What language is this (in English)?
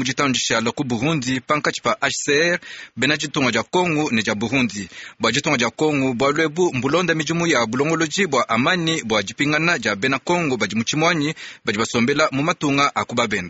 Luba-Lulua